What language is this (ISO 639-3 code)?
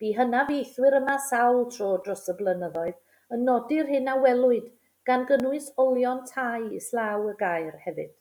cym